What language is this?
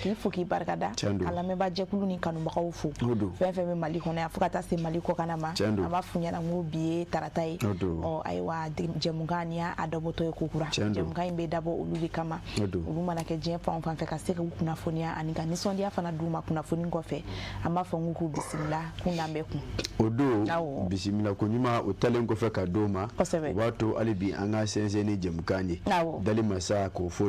Bambara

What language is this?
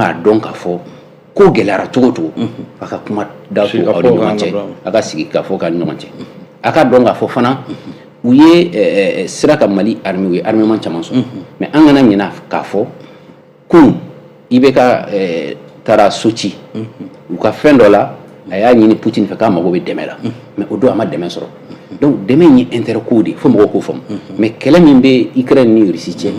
Bambara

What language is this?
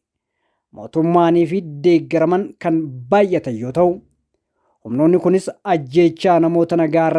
Oromo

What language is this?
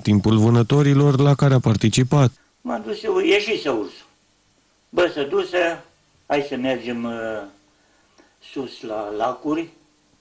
Romanian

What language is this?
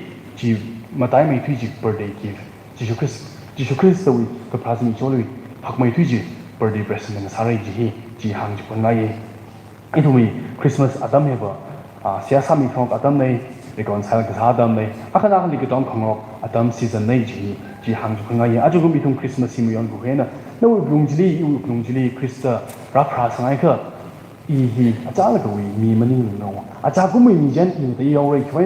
Tangkhul Naga (India)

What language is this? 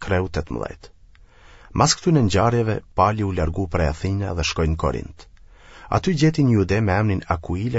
Albanian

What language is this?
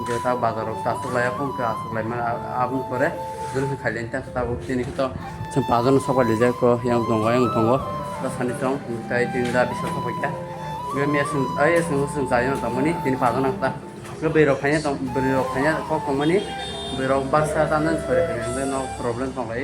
Kok Borok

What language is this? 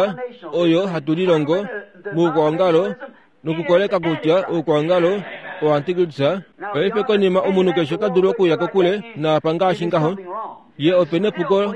Kuanyama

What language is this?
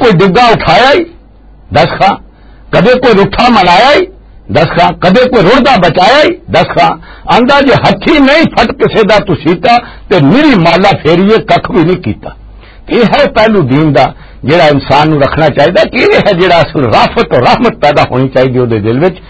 Western Panjabi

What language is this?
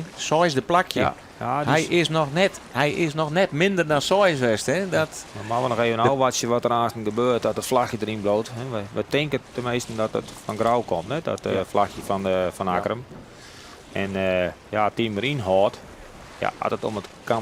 Western Frisian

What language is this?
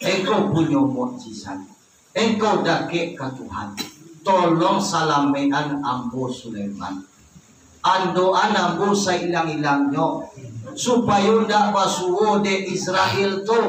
Minangkabau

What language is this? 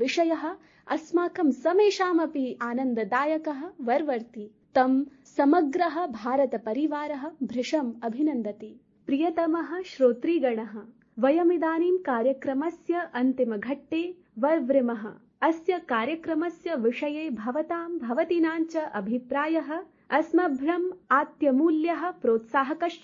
Sanskrit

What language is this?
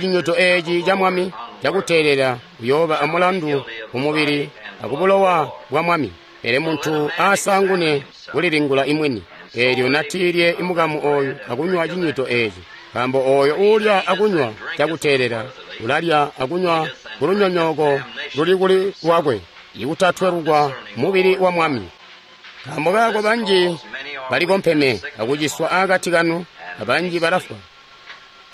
Tonga (Zambia)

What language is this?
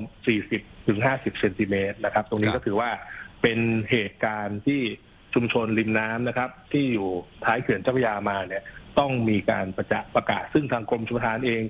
Thai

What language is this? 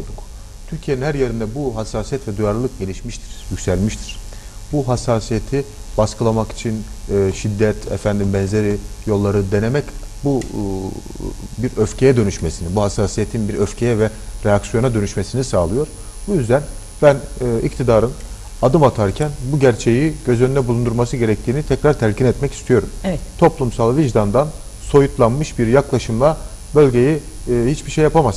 Turkish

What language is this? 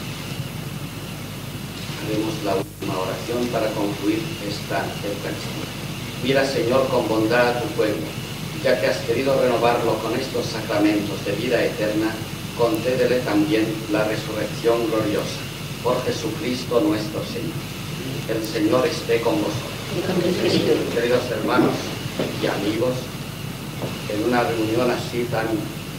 Spanish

